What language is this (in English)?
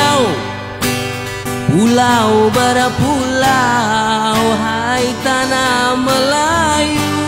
Indonesian